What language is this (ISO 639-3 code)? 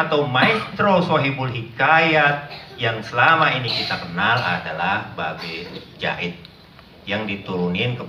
bew